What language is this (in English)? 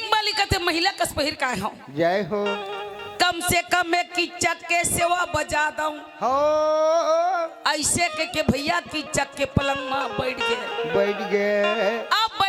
Chhattisgarhi